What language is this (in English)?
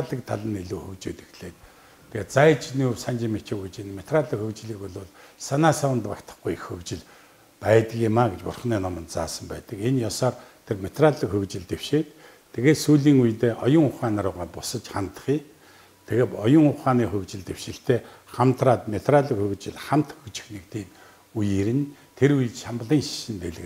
Mongolian